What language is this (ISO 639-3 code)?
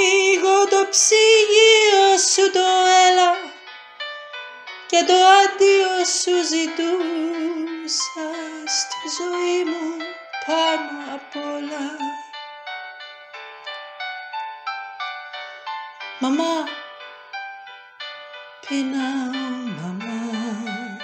ell